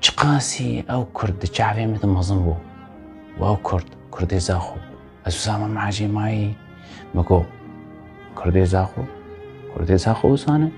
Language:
Kurdish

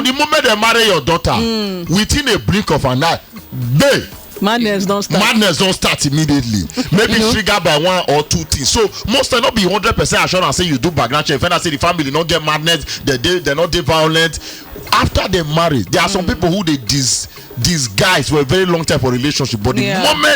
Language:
Nigerian Pidgin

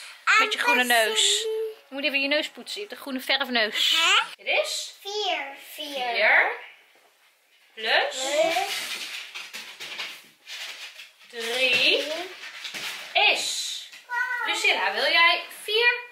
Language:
Dutch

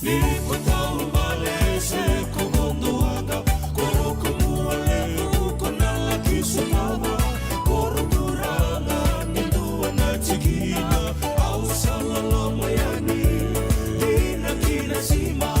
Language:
Fijian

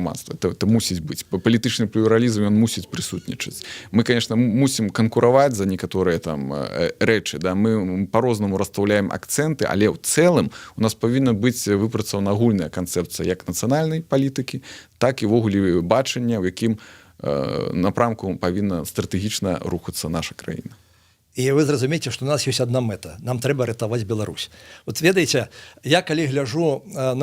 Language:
Belarusian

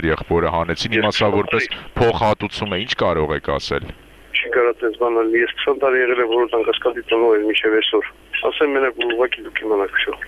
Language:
Armenian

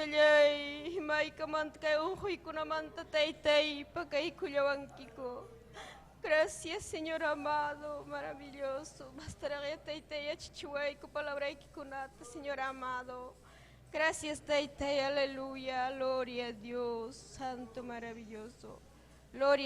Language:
Ayacucho Quechua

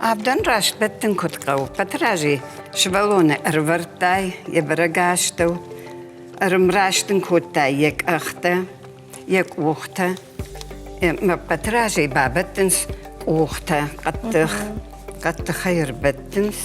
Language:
Ossetic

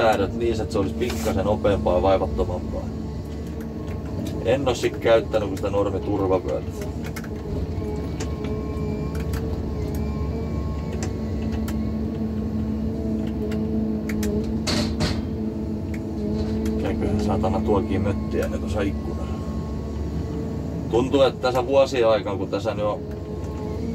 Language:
Finnish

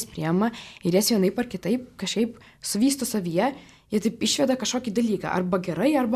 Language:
Lithuanian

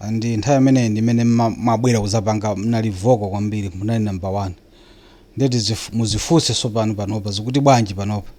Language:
Nyanja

